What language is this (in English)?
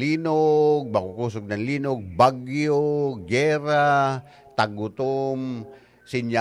Bikol